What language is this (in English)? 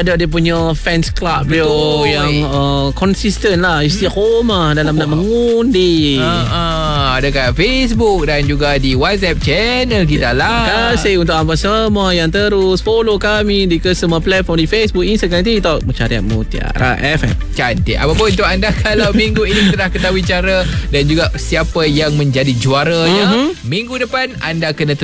Malay